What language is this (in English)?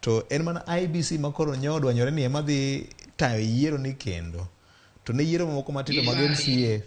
Luo (Kenya and Tanzania)